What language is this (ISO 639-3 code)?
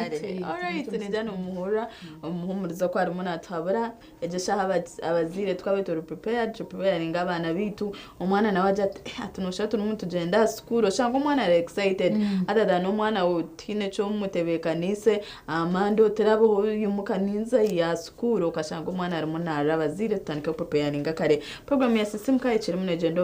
nyn